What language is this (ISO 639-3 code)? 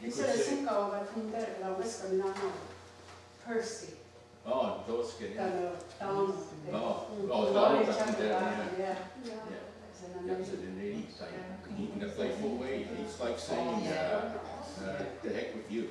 moh